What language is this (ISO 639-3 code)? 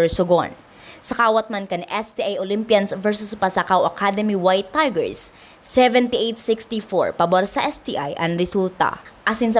bik